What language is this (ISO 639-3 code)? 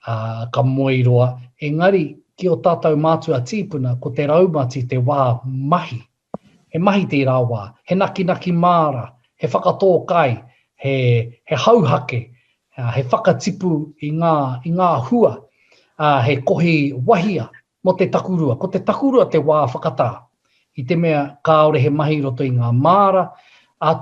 mri